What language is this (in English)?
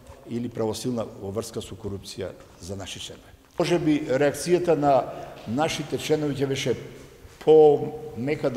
Macedonian